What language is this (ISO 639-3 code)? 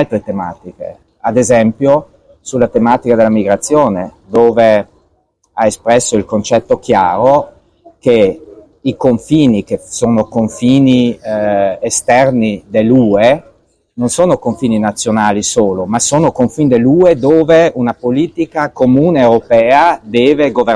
ita